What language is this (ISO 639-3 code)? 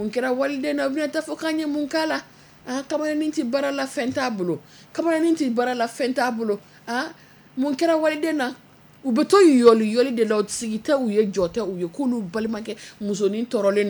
bam